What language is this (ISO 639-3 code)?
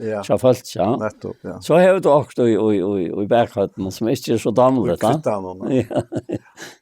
fao